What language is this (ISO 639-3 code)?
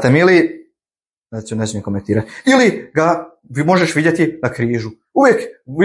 bos